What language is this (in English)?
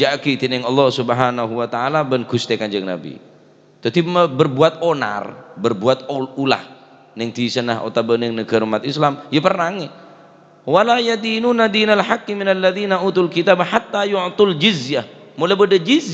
Madurese